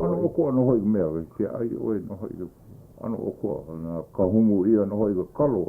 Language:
Hawaiian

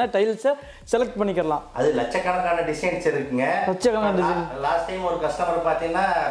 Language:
Tamil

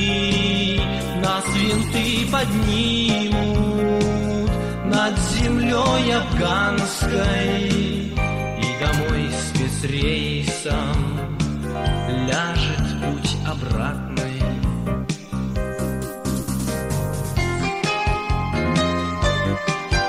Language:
Russian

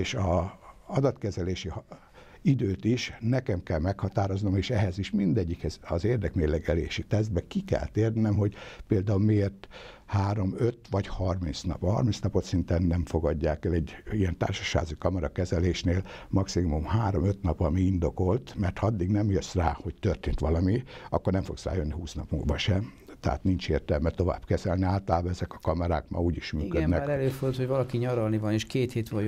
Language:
Hungarian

